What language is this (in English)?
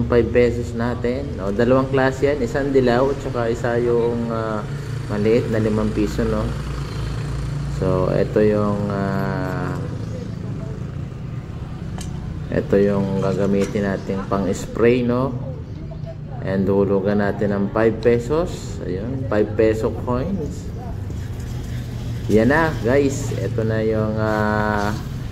Filipino